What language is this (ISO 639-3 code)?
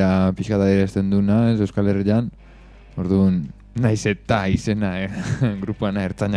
eus